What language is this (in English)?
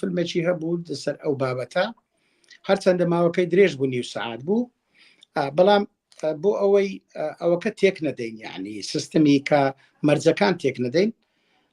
Central Kurdish